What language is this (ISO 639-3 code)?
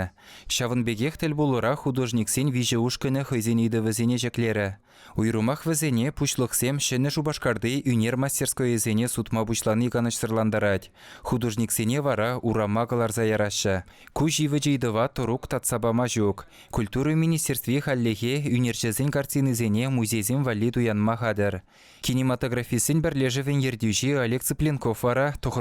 chv